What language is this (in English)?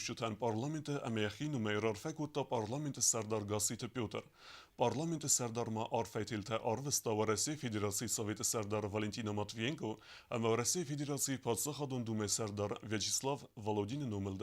Ossetic